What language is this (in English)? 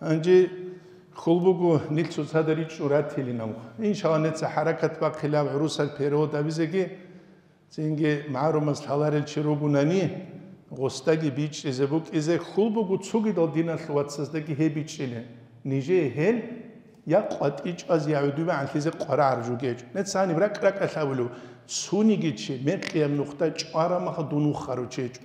Avaric